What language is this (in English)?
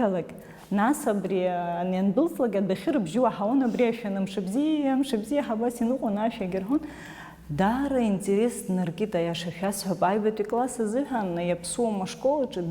Abkhazian